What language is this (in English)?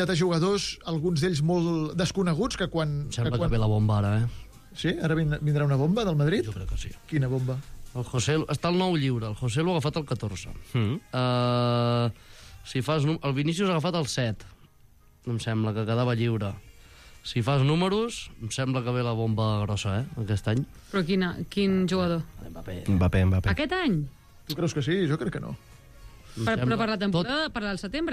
Catalan